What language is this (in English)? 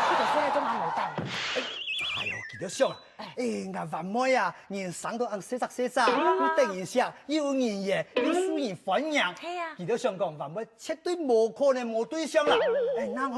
Hakka Chinese